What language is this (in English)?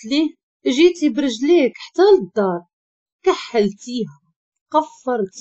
Moroccan Arabic